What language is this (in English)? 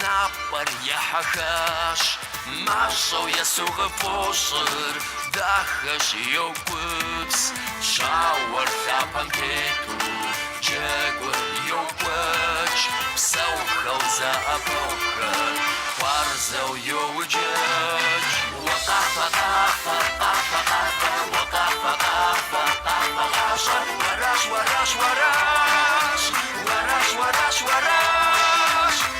Kabardian